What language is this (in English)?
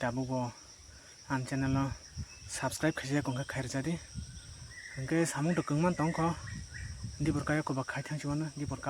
Kok Borok